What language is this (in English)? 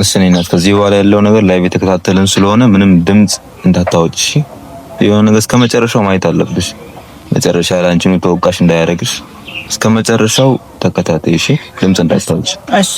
Amharic